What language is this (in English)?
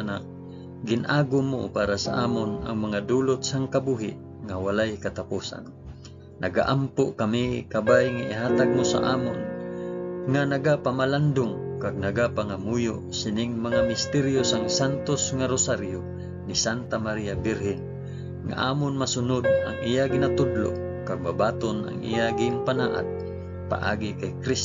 Hiligaynon